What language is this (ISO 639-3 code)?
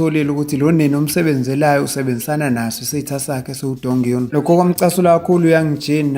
zul